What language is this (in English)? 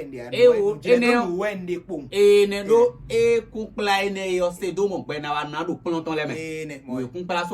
Fon